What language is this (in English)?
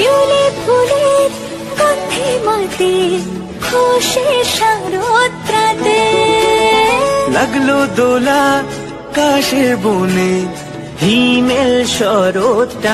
Bangla